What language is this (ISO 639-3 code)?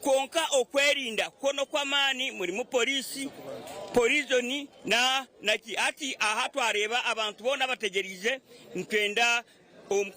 nyn